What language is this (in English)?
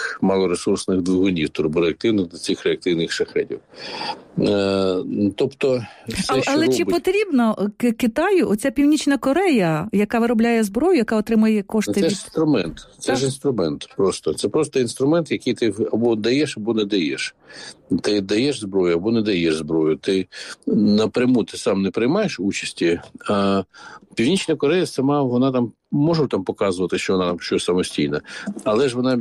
Ukrainian